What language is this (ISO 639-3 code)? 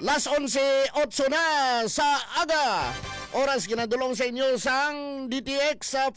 hil